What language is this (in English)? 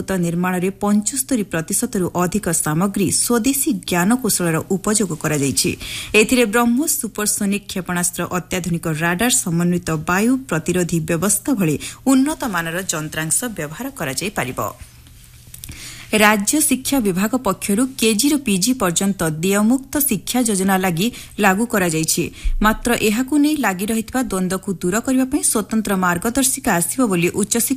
Odia